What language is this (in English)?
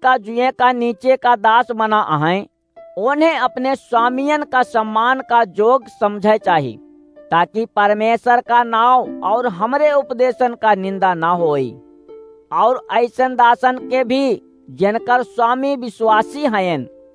Awadhi